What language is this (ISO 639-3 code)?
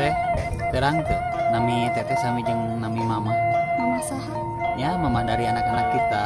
sun